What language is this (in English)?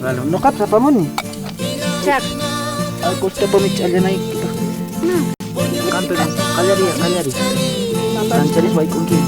South Bolivian Quechua